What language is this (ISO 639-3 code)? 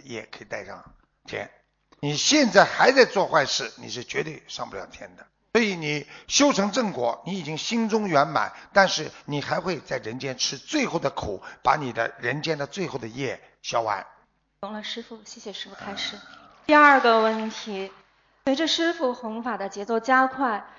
zho